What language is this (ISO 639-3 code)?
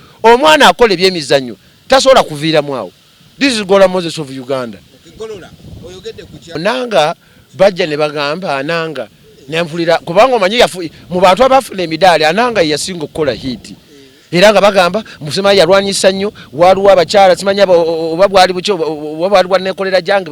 lug